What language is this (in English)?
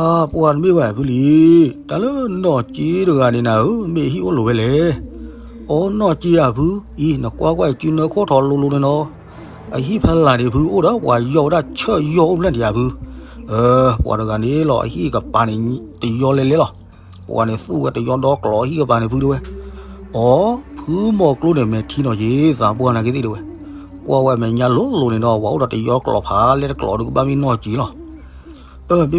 S'gaw Karen